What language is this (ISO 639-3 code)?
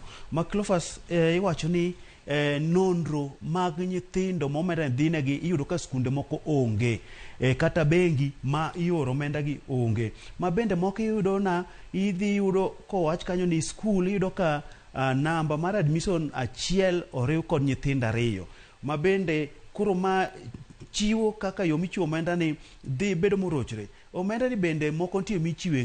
luo